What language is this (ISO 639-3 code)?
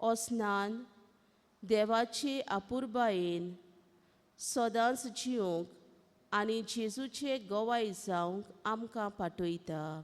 kok